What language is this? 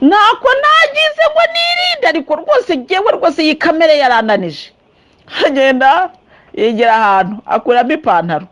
Kinyarwanda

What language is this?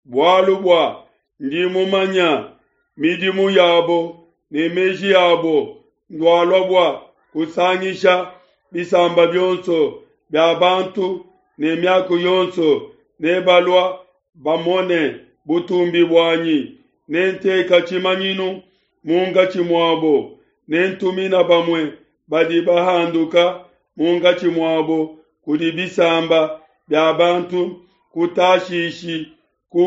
Luba-Lulua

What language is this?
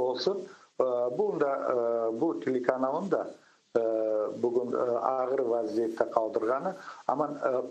Crimean Tatar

